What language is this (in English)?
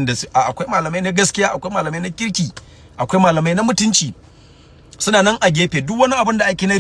Hausa